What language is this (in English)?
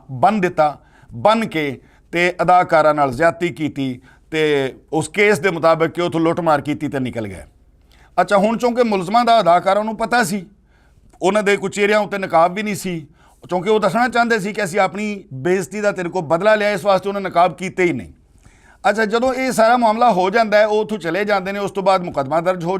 Western Panjabi